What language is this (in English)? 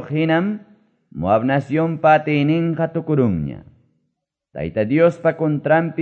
Quechua